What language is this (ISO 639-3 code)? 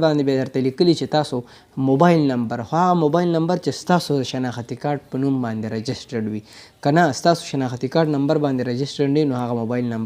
pus